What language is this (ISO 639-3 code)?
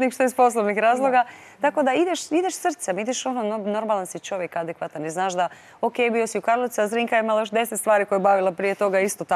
hrv